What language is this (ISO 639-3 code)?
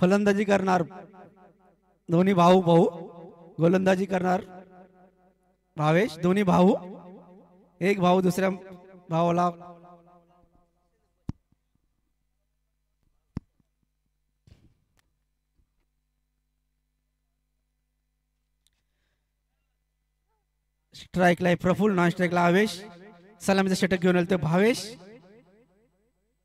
mar